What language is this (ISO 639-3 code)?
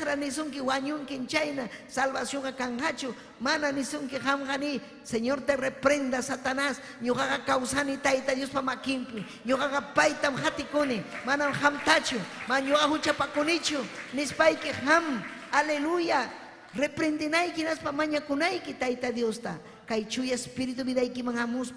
quy